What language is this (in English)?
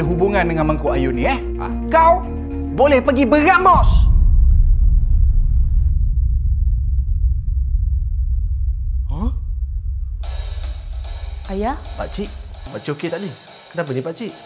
Malay